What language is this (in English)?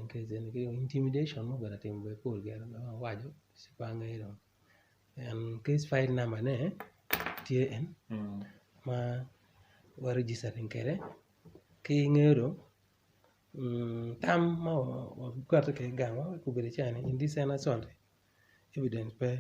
Acoli